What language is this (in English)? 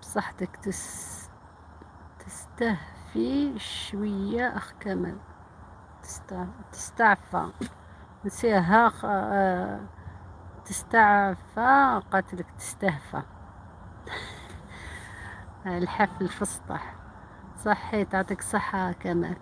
Algerian Arabic